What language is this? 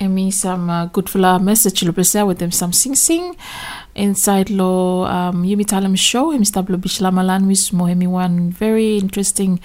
Bislama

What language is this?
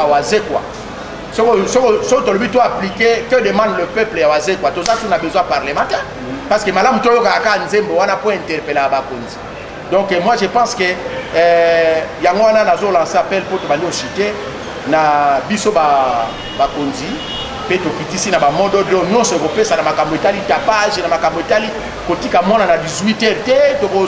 Lingala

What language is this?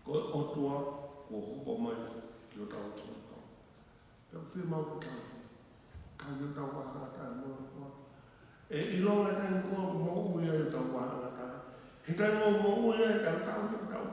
Tongan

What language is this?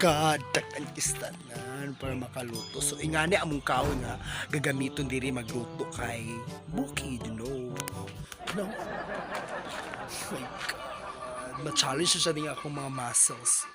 Cebuano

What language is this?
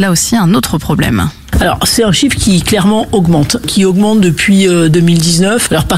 French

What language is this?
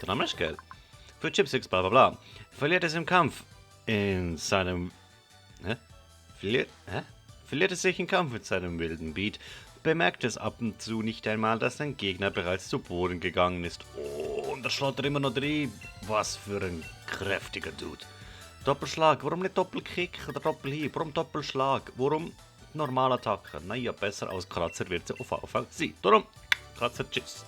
Swiss German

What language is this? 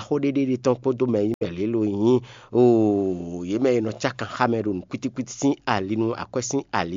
Fon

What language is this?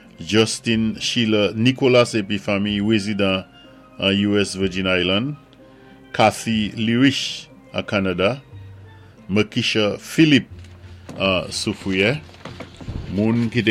Saint Lucian Creole French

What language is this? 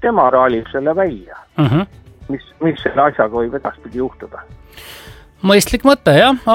Estonian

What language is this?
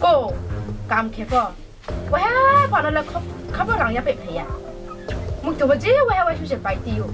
Riang (India)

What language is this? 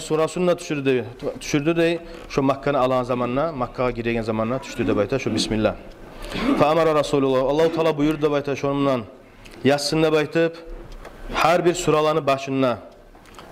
Kumyk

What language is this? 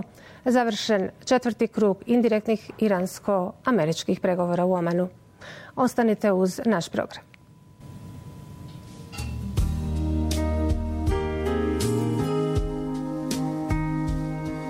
Bosnian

